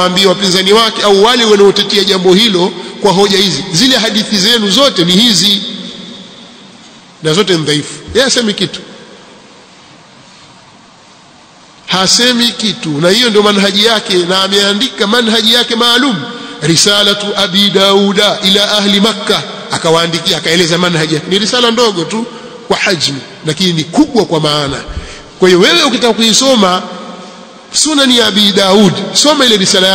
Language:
Swahili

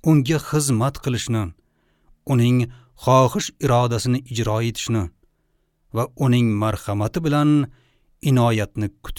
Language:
Uzbek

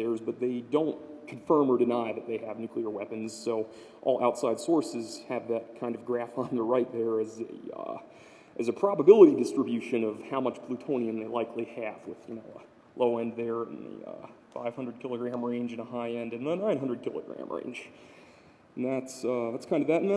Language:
English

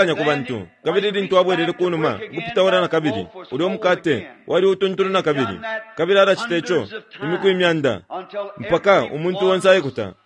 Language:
Bemba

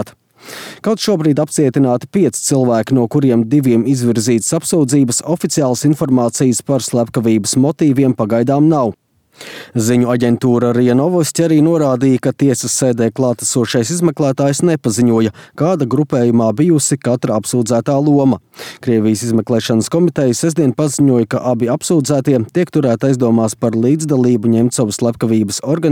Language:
Latvian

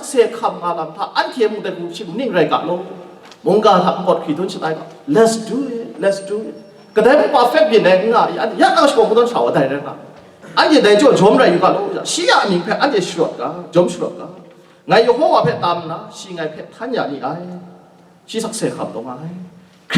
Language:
Kachin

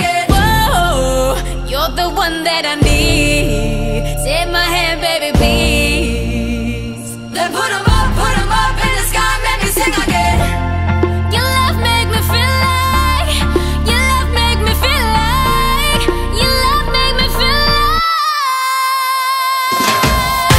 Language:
English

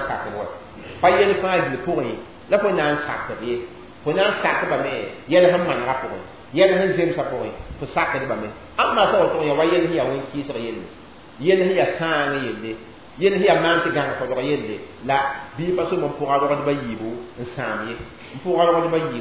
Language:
Mossi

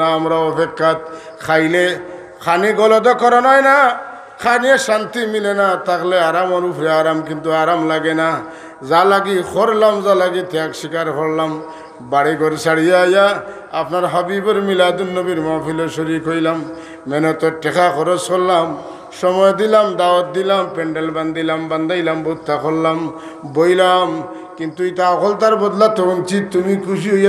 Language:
Sylheti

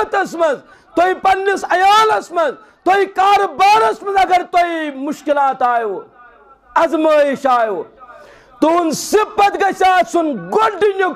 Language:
Kashmiri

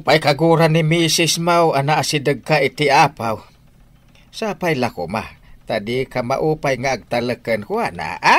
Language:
Iloko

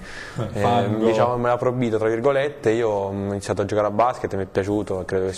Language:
Italian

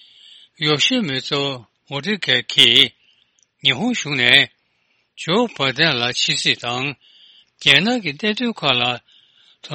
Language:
Tibetan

